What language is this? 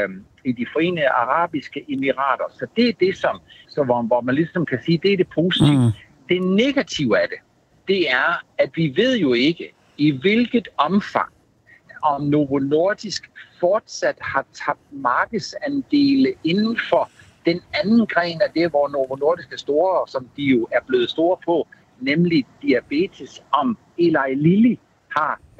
Danish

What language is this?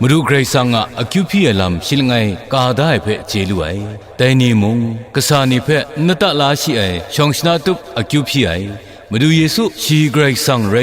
Kachin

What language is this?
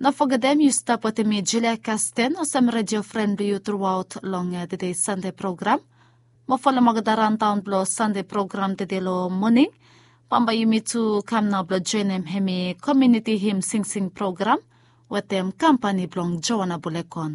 Bislama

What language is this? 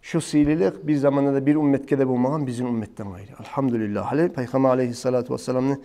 Kumyk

